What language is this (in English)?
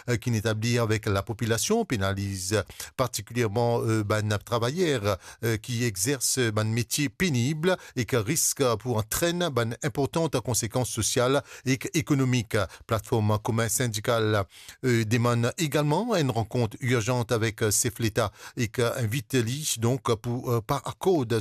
Morisyen